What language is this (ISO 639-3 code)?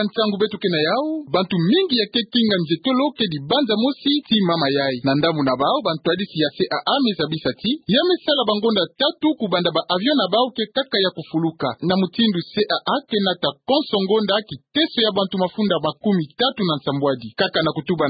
ktu